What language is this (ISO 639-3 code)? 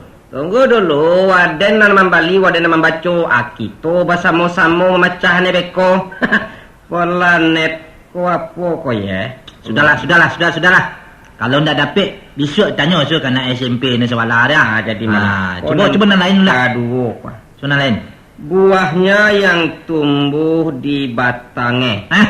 min